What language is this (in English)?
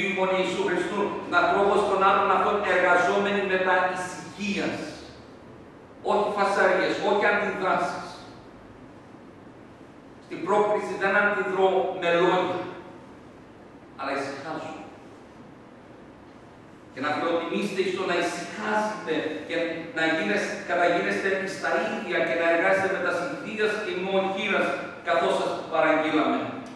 Greek